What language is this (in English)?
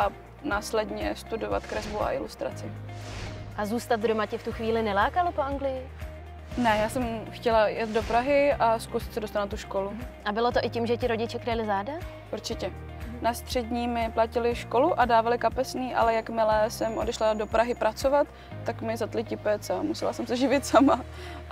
Czech